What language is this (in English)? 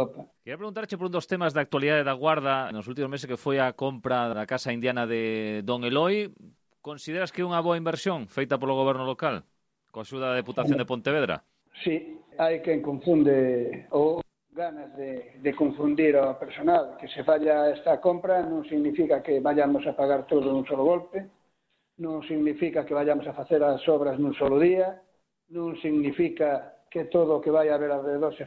Galician